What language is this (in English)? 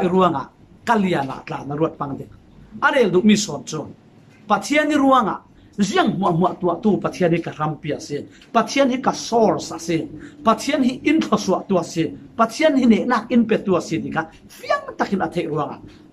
Falam Chin